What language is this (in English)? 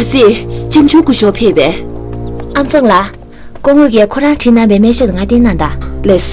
Tibetan